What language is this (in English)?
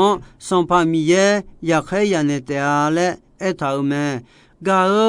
Akha